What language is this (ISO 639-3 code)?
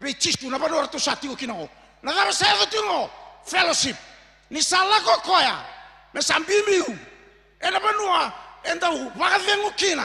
fij